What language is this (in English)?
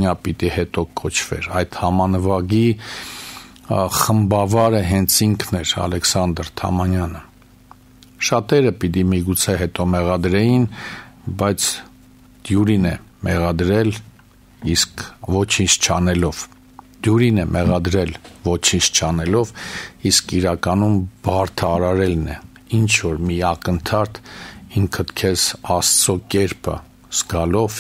Armenian